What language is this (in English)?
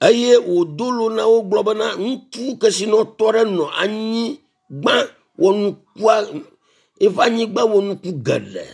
Ewe